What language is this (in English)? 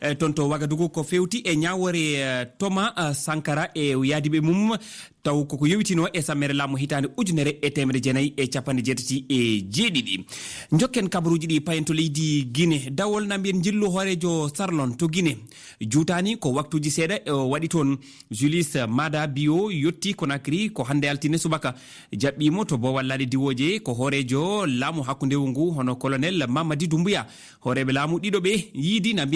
Fula